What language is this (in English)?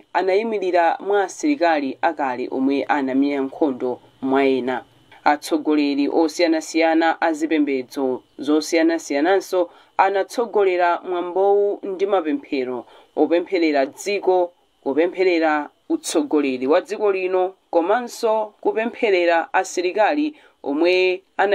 Nyanja